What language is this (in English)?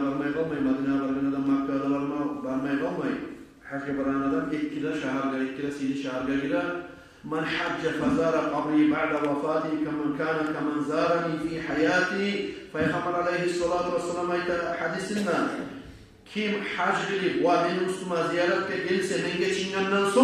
Kumyk